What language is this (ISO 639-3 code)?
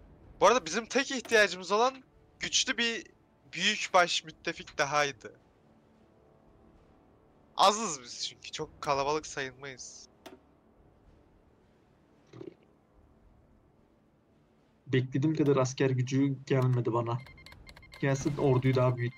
tur